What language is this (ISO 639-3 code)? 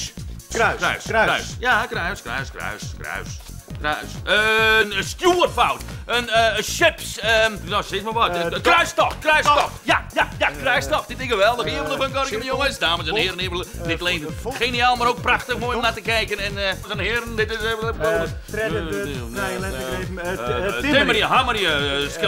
fry